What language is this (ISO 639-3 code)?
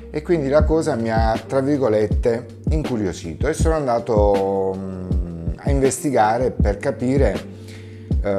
ita